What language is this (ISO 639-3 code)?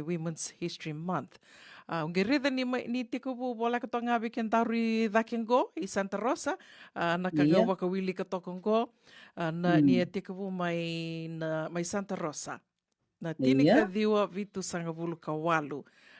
fij